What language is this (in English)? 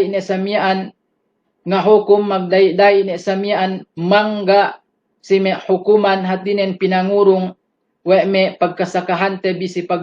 Yakan